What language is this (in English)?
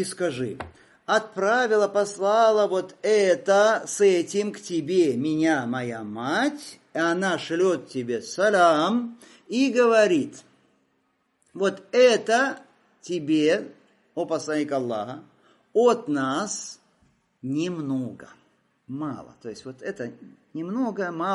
Russian